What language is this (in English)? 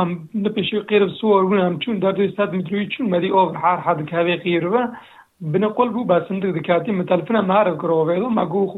Kurdish